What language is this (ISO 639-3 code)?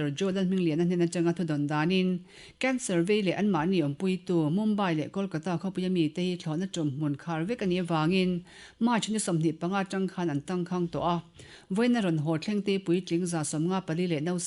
lus